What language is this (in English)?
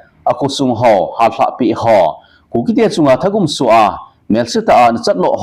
Thado Chin